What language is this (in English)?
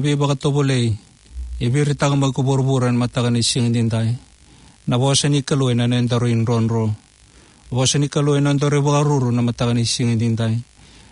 Fijian